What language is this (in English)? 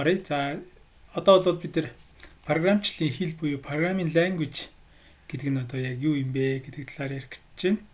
Mongolian